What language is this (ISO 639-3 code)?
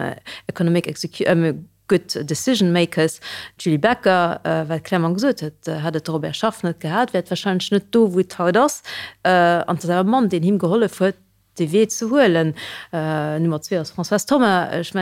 ltz